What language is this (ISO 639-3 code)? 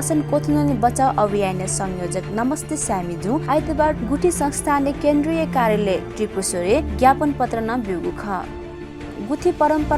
new